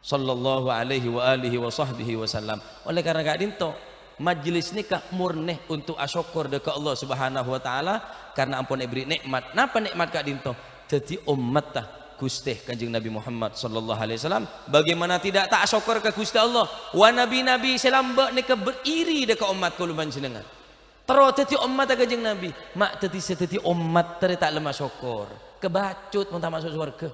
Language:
Madurese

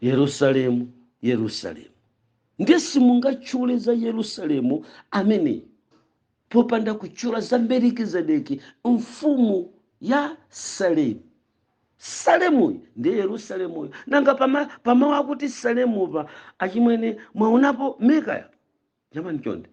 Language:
Nyanja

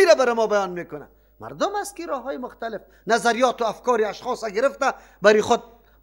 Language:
Persian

